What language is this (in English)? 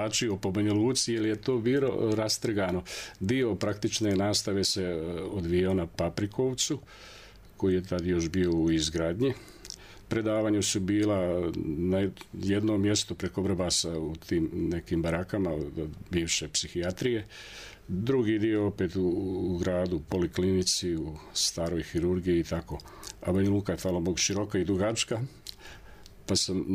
Serbian